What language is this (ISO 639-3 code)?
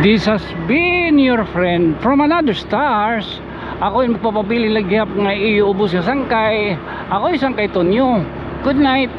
war